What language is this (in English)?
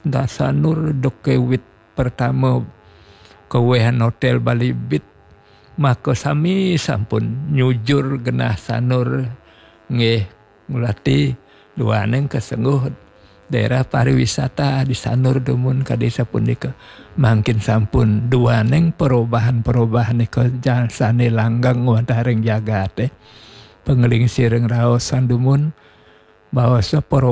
Balinese